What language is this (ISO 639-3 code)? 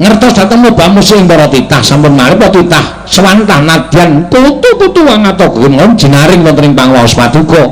jav